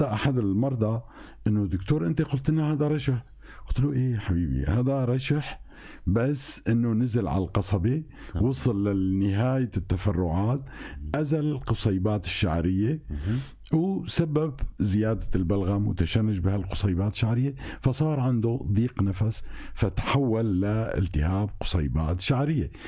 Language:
North Levantine Arabic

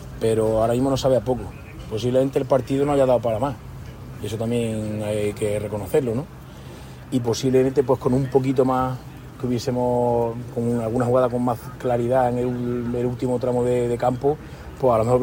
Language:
Spanish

